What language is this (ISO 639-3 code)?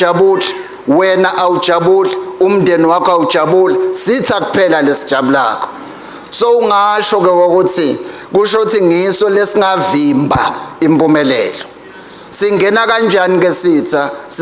ssw